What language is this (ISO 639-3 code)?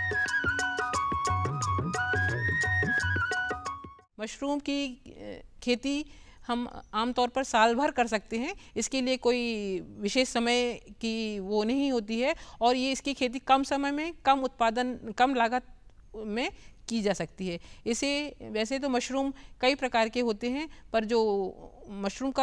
hin